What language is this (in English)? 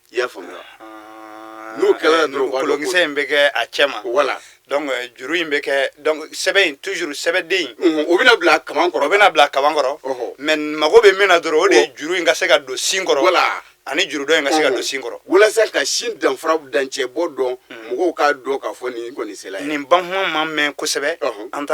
Bambara